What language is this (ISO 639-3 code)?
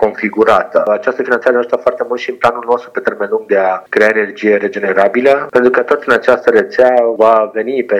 ron